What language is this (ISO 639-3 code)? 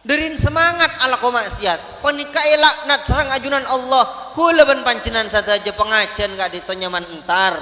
mad